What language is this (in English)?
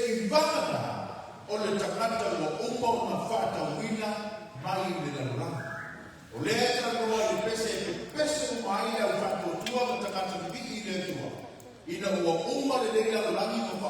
Samoan